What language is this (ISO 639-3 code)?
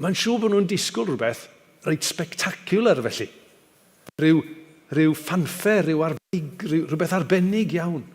cym